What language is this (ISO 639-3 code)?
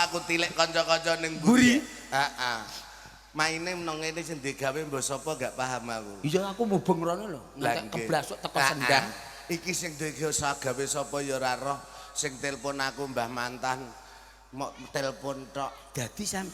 jav